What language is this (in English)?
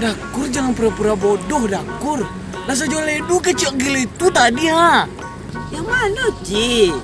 Minangkabau